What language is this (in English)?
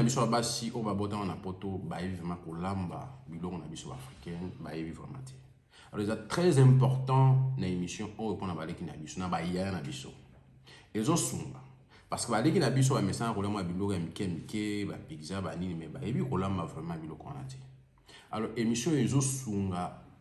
Lingala